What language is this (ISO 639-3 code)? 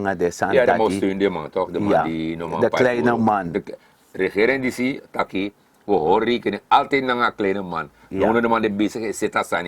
srn